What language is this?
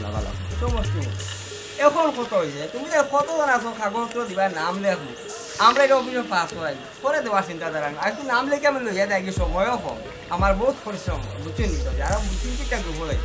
Sylheti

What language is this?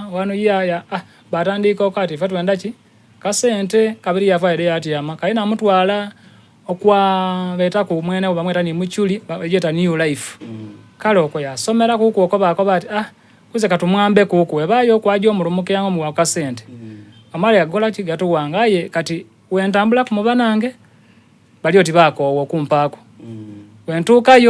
Soga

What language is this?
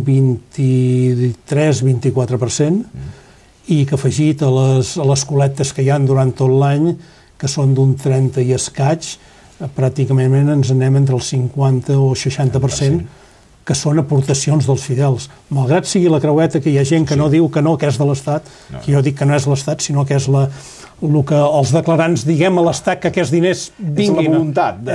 Catalan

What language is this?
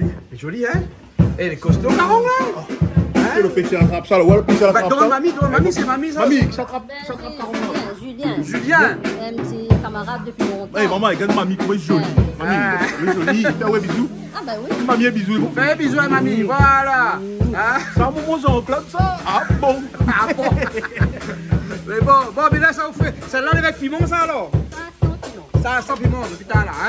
Réunion Creole French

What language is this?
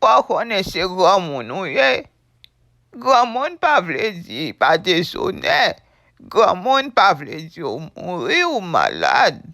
Haitian Creole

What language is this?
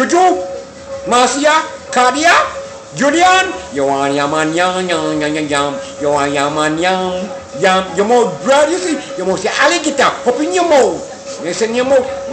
Jamaican Creole English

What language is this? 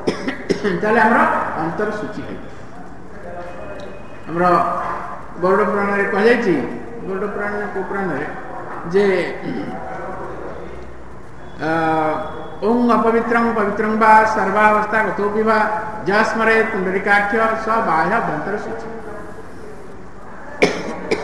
Odia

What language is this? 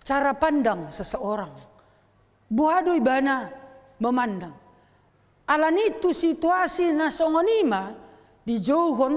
Batak Toba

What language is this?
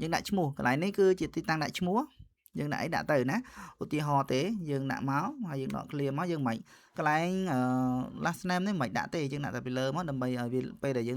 Khmer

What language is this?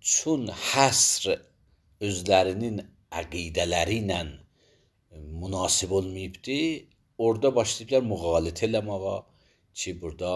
Azerbaijani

